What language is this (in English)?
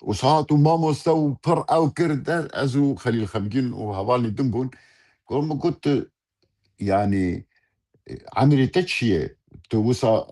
Kurdish